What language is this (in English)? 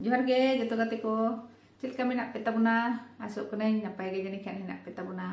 Santali